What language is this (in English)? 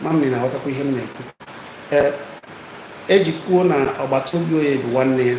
Igbo